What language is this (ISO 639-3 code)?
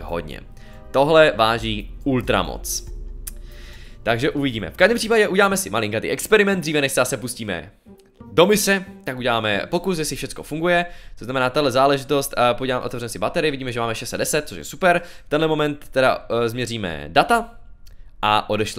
ces